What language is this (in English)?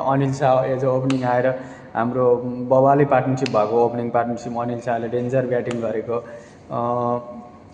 Nepali